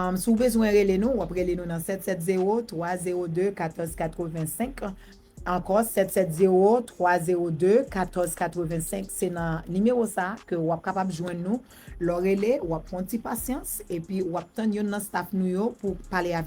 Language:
Haitian Creole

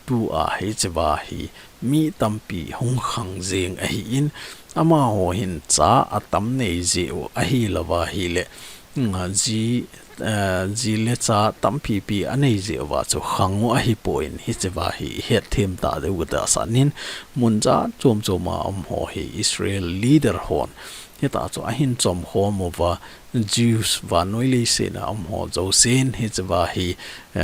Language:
Thado Chin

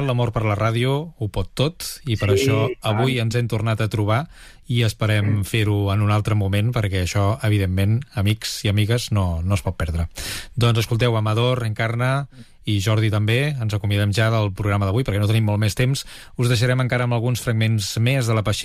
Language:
Catalan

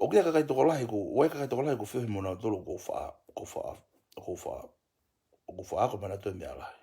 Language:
Tongan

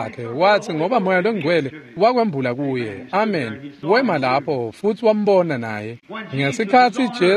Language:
Swati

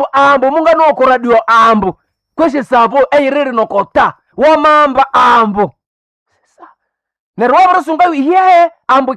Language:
Nande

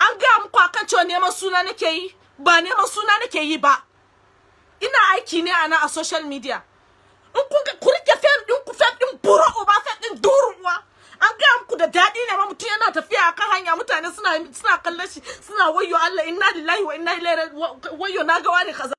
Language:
Hausa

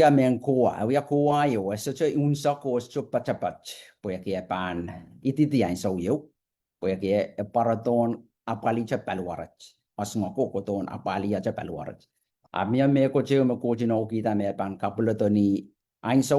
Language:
Pohnpeian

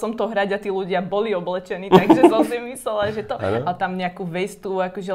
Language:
Slovak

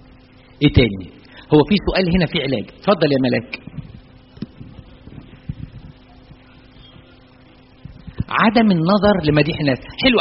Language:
Egyptian Arabic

